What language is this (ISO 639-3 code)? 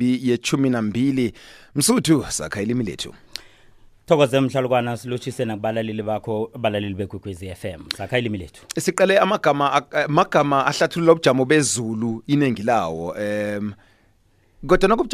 nbl